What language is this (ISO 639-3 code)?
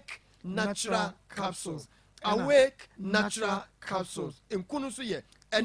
aka